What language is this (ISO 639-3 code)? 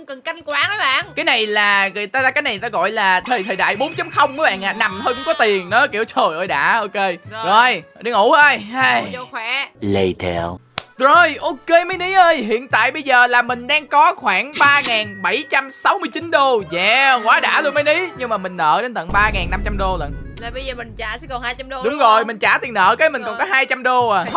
vie